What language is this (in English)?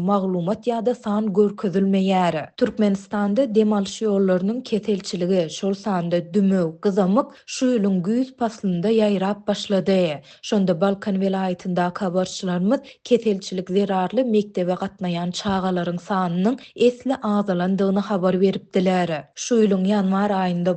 Turkmen